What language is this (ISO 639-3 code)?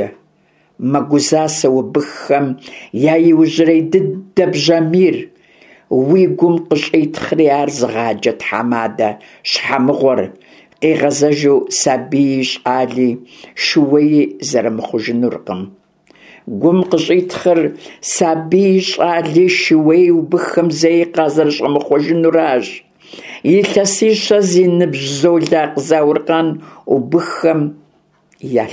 kbd